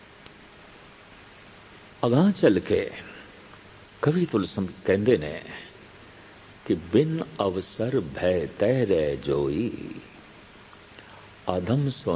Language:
Punjabi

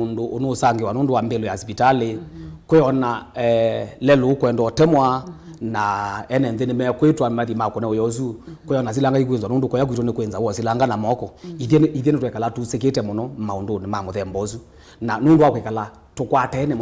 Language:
Kamba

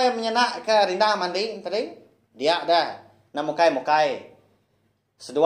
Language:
Iban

